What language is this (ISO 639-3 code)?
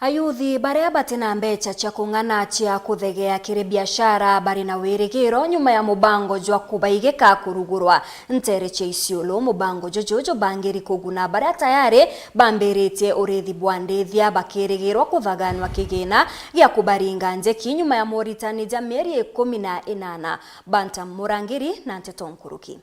mer